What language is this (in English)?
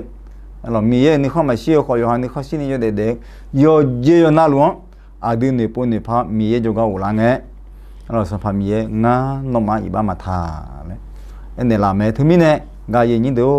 Akha